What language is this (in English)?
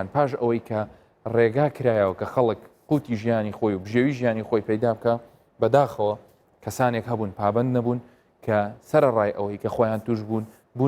Central Kurdish